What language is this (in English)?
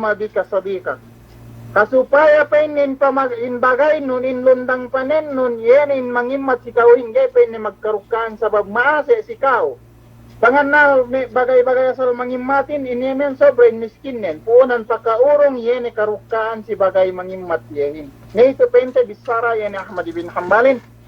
Yakan